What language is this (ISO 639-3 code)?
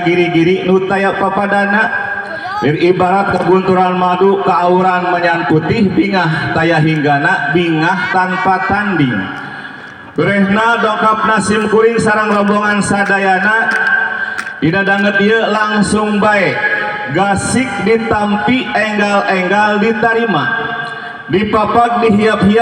sun